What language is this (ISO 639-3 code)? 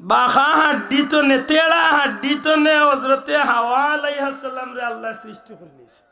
syl